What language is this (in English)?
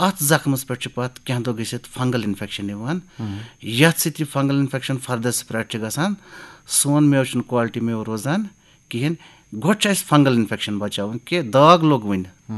Kashmiri